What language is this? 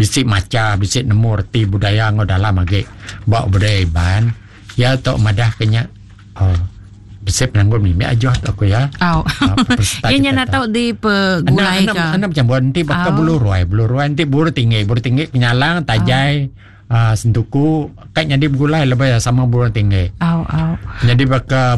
Iban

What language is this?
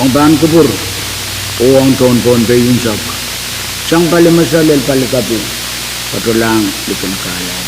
Pohnpeian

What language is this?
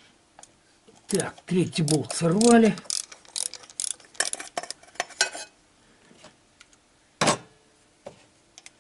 Russian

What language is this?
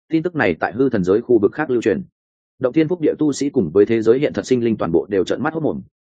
Vietnamese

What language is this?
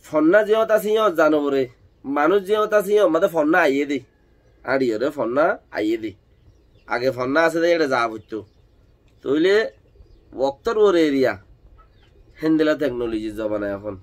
Rohingya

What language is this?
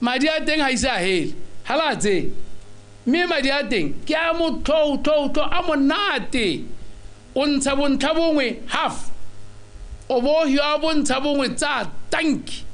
Tswana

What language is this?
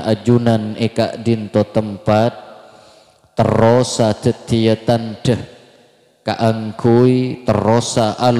Madurese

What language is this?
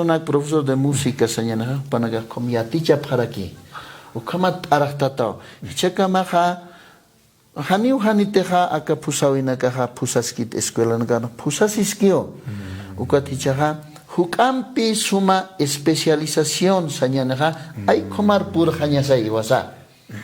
Aymara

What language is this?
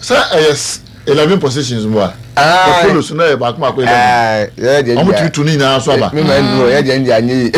Akan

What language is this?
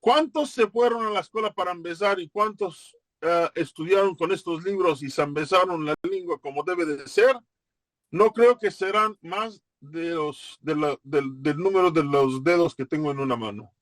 Ladino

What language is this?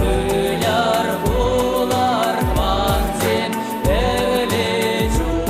Chuvash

